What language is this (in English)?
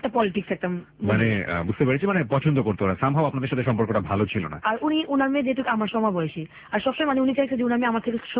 Bangla